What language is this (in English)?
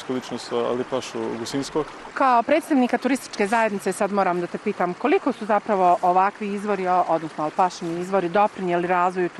Bosnian